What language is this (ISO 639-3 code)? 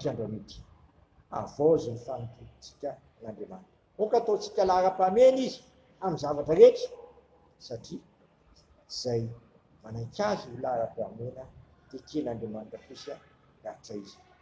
mlg